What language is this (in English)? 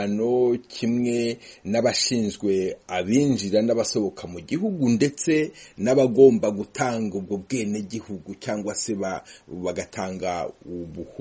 Kinyarwanda